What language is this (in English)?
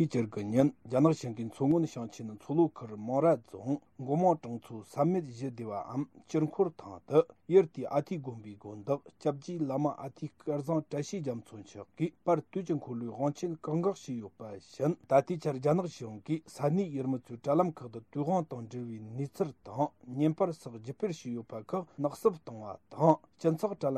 Tibetan